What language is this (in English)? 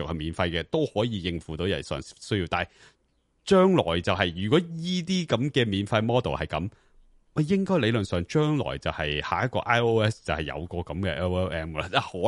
Cantonese